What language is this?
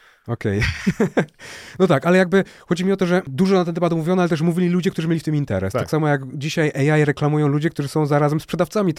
Polish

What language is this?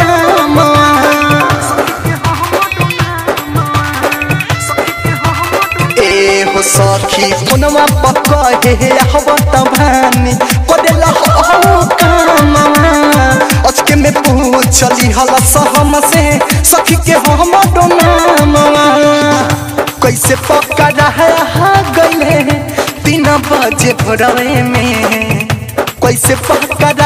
Bhojpuri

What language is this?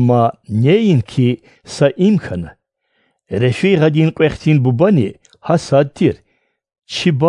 Georgian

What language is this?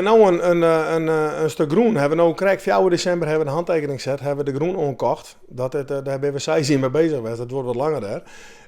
Western Frisian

